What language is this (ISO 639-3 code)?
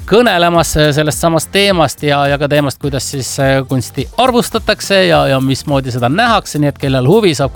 est